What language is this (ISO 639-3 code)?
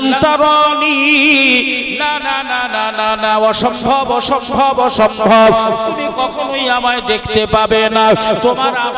ben